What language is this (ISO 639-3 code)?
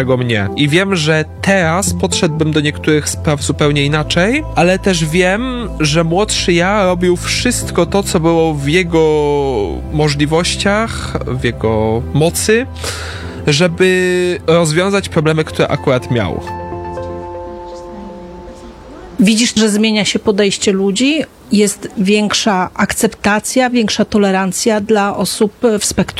pol